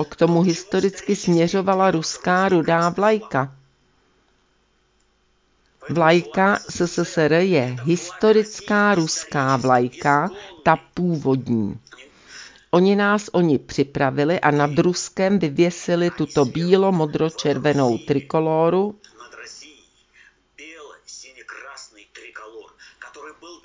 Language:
Czech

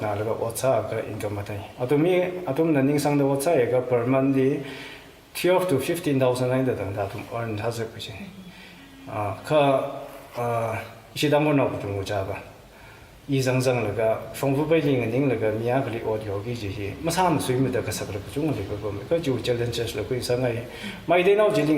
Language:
Tangkhul Naga (India)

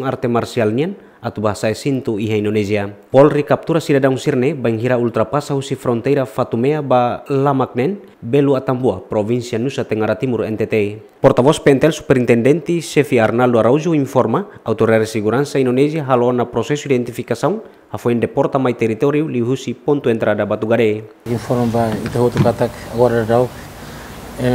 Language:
Tetum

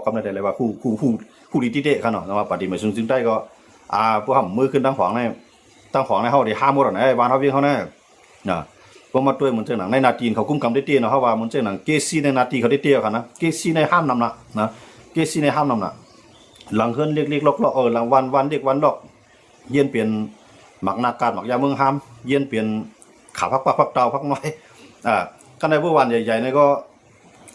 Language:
Shan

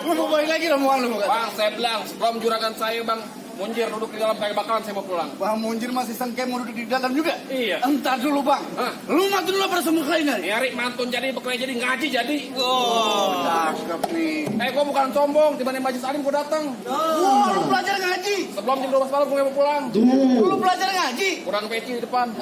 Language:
Betawi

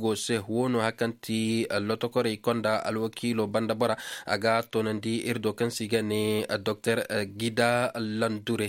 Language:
Koyraboro Senni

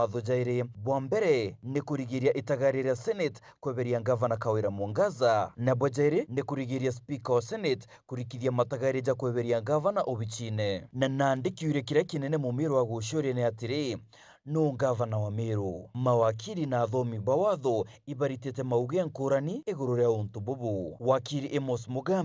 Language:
Meru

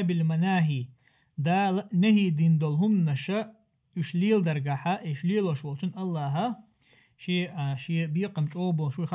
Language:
Chechen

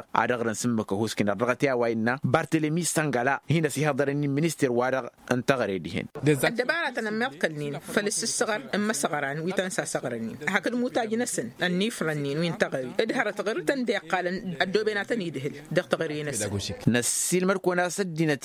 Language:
Tamasheq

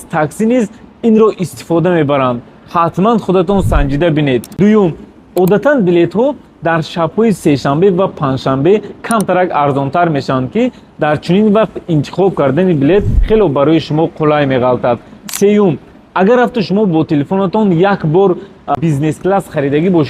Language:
Tajik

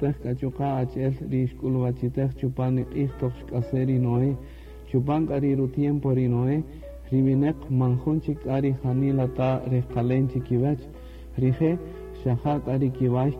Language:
Kaqchikel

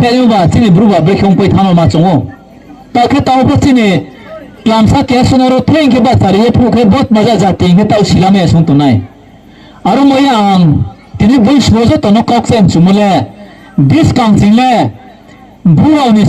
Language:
Riang (India)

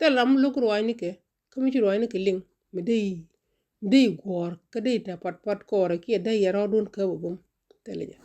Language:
Nuer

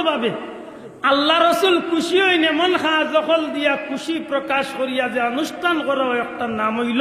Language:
Sylheti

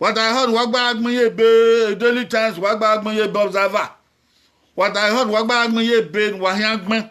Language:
Bini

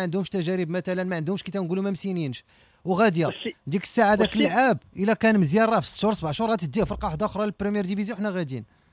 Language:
Moroccan Arabic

